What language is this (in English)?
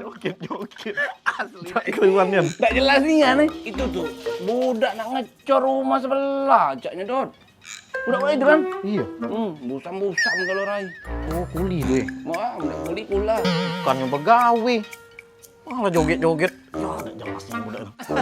Musi